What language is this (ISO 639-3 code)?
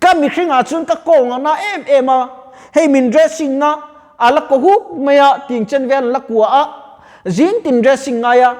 lus